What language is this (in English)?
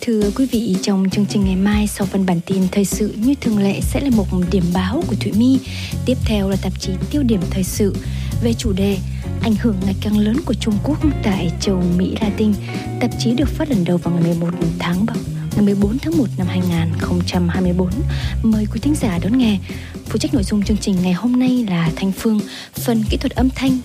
Vietnamese